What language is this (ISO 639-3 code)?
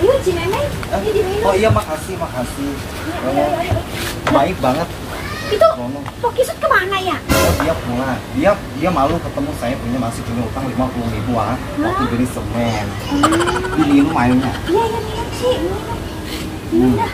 bew